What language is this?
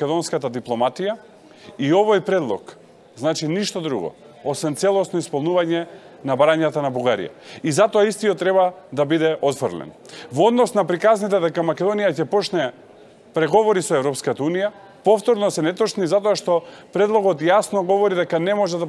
Macedonian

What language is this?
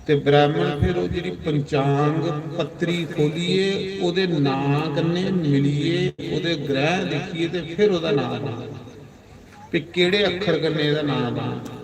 Dogri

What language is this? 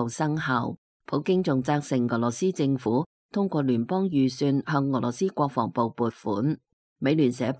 Cantonese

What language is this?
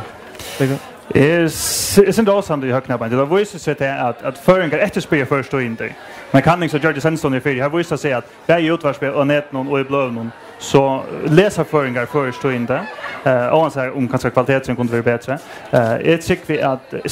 Faroese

